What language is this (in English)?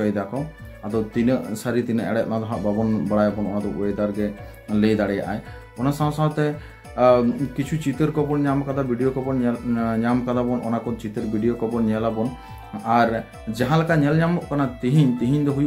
Santali